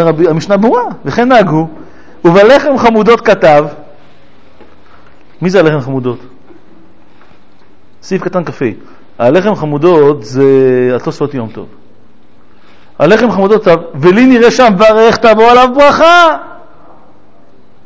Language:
Hebrew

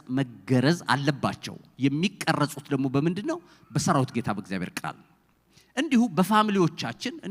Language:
Amharic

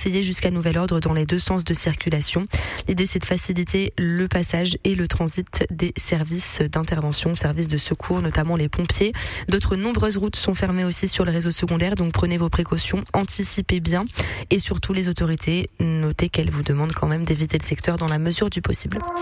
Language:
French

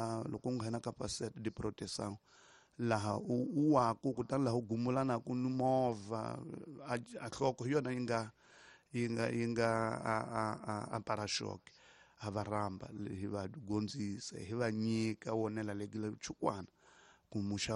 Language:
Tsonga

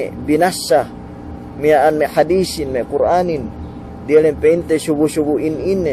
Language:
Yakan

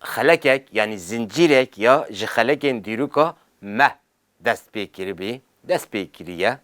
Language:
Kurdish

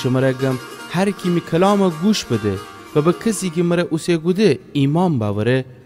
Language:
Gilaki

